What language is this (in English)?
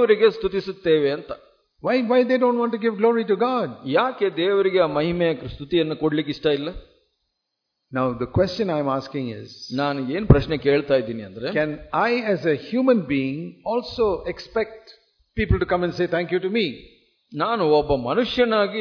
Kannada